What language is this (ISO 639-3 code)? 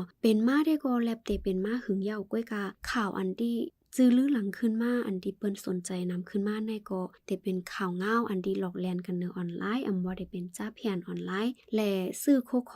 shn